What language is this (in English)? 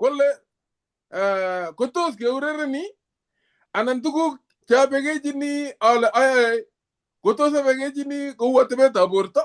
Kalenjin